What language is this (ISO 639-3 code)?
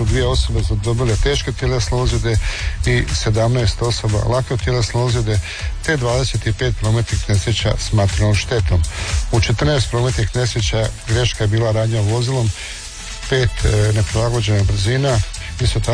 hrv